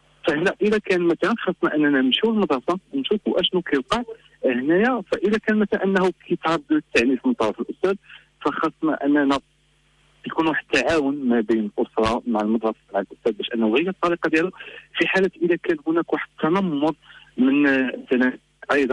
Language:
Moroccan Arabic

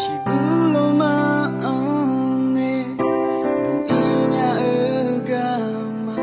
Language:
Akha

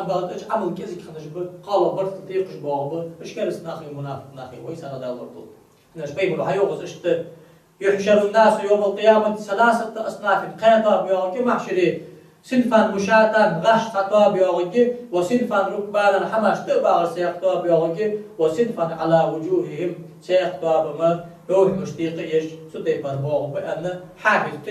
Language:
Ingush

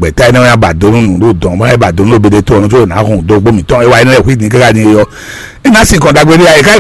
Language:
Fon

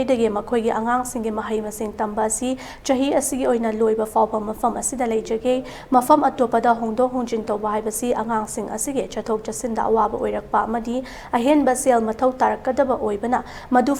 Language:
Manipuri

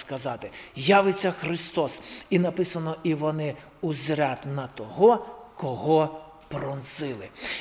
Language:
Ukrainian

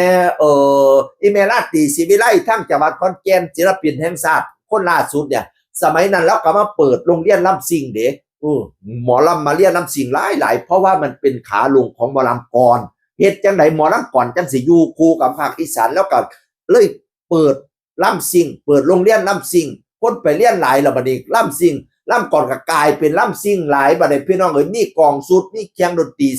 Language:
Northeastern Thai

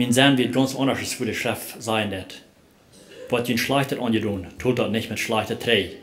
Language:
Plautdietsch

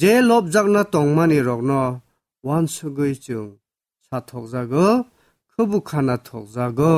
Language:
Kok Borok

